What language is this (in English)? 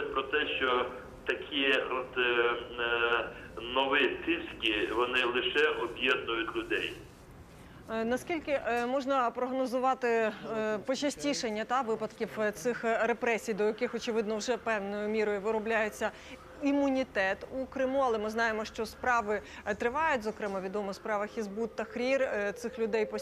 Ukrainian